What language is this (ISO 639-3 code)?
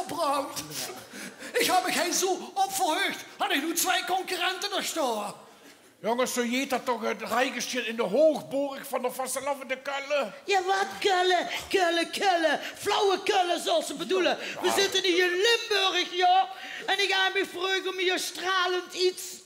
lim